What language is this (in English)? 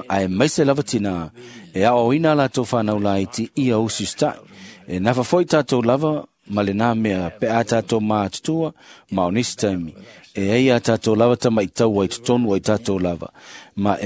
Samoan